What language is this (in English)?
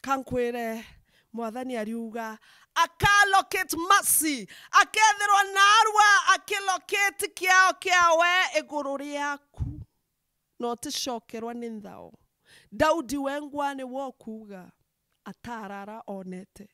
Meru